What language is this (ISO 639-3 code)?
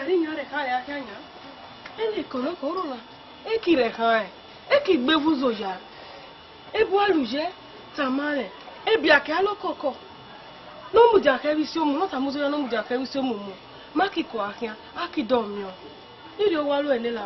ish